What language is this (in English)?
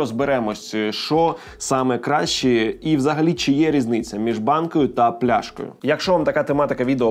Ukrainian